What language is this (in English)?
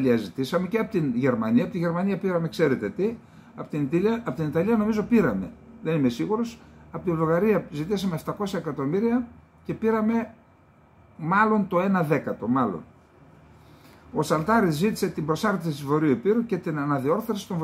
Greek